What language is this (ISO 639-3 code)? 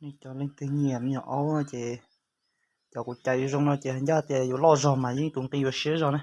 hmn